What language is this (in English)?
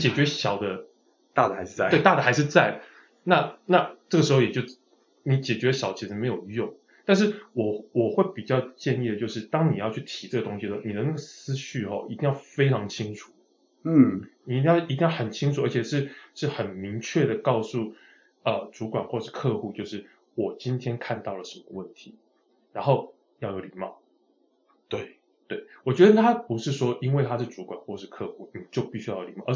Chinese